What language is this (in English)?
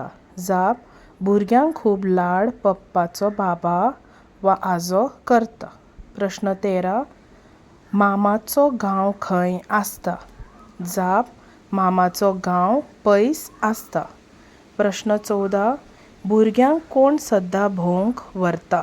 Konkani